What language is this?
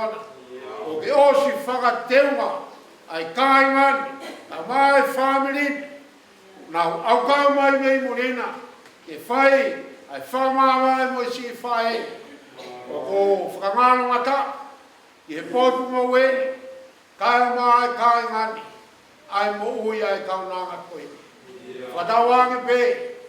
Tongan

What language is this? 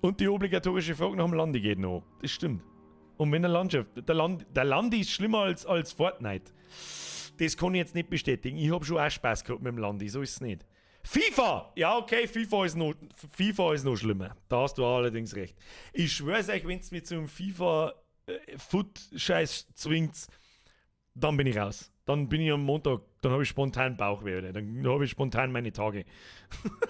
Bavarian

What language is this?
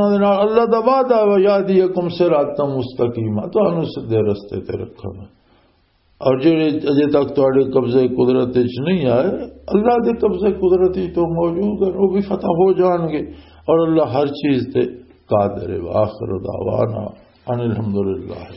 Western Panjabi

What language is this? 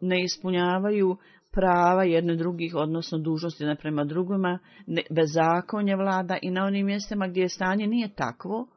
Bosnian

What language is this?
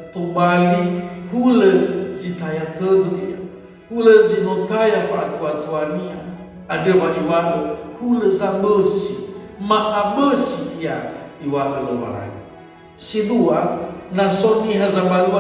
Nias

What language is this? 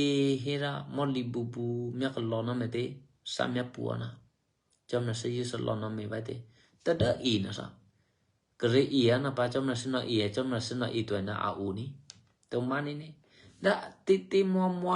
Eastern Kayah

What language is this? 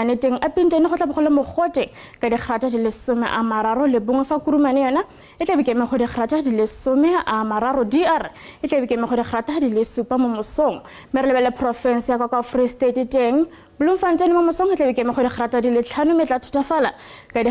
Tswana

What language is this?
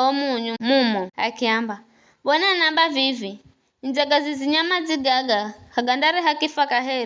Giryama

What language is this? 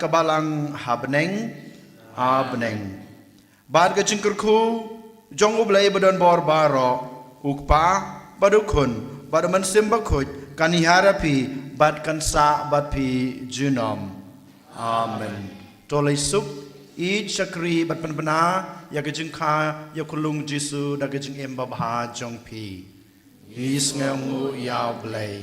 Khasi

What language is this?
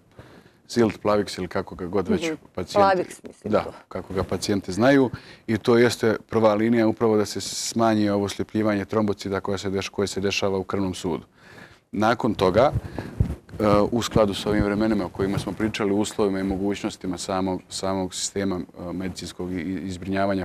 Serbian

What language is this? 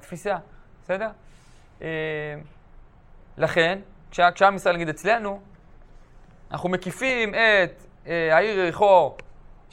Hebrew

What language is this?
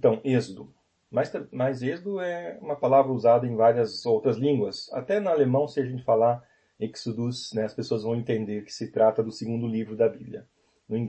Portuguese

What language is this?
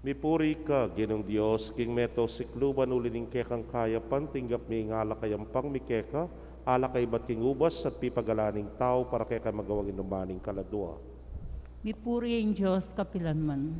Pampanga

